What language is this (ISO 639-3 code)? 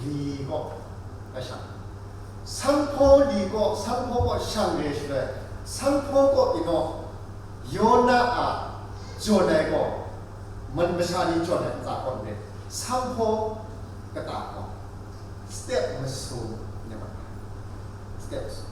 kac